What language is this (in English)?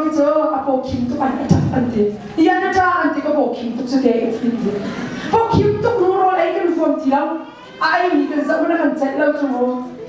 Hakha Chin